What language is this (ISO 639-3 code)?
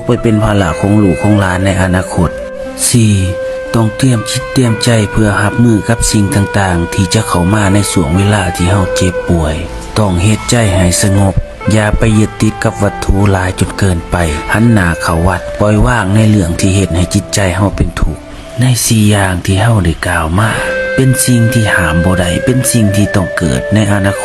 lao